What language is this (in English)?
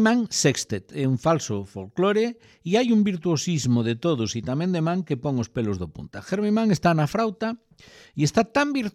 Galician